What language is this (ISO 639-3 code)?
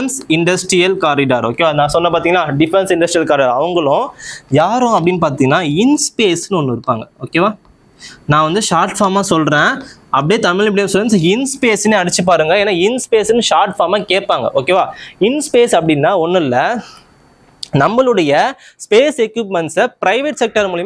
tam